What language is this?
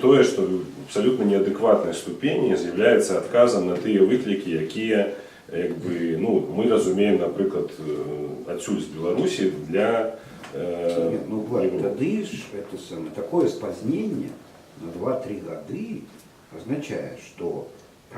Belarusian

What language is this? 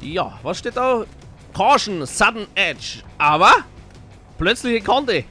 Bavarian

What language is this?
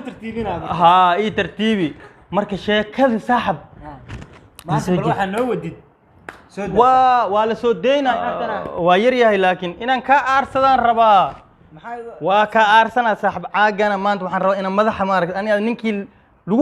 Somali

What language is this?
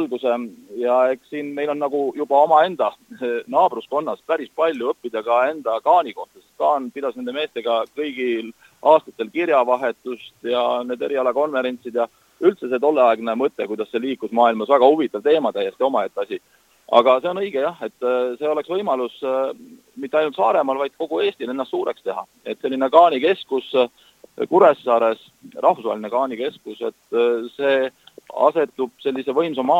Estonian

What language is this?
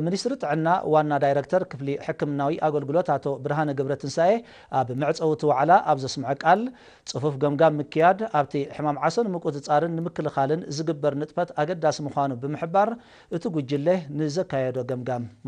Tigrinya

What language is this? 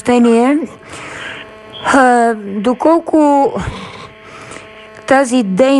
Bulgarian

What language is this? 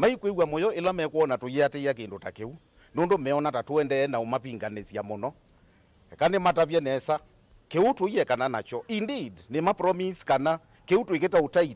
Kamba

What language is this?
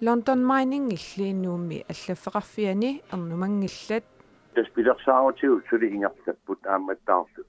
Kalaallisut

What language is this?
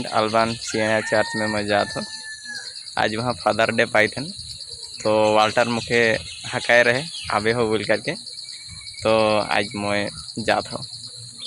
Sadri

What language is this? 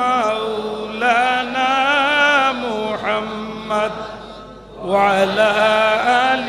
Sylheti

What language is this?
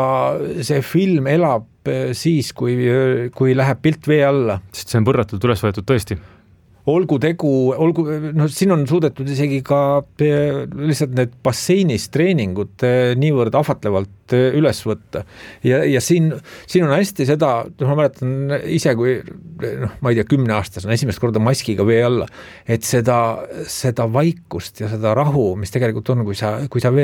Estonian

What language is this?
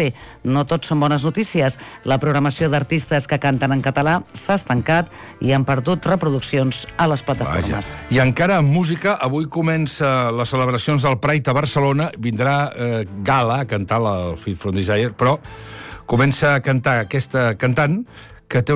Catalan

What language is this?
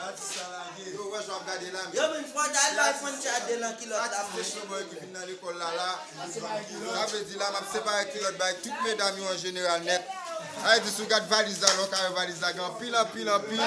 Haitian Creole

